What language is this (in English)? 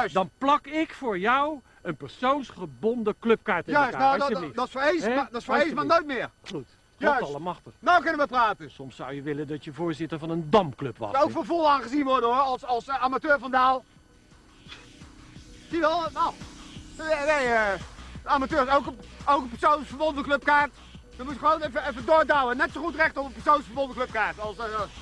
Dutch